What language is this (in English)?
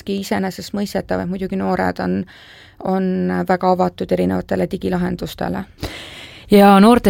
Estonian